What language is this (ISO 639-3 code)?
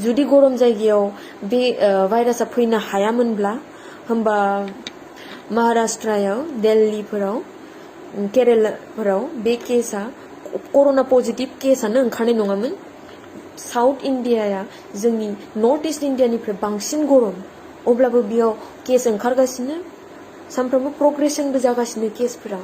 brx